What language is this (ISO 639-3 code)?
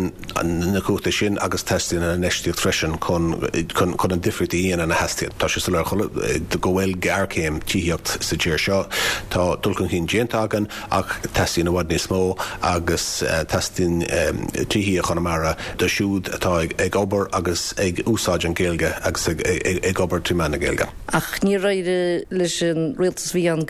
gle